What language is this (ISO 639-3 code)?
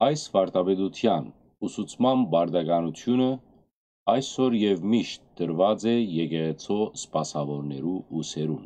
hyw